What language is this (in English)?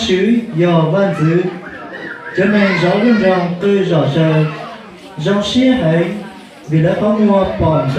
Hmong